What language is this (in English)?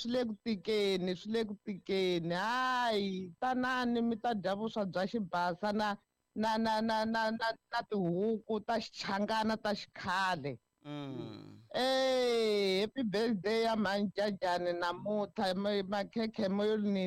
Tsonga